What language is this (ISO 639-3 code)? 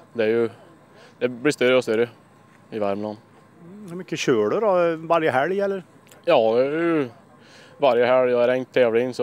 swe